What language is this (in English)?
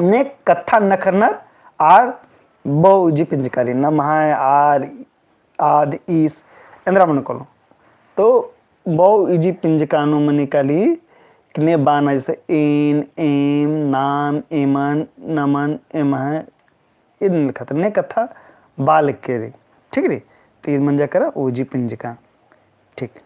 Kurukh